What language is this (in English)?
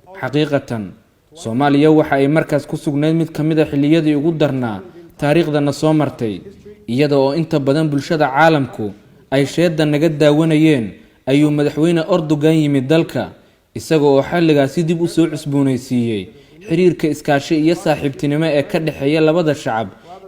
Somali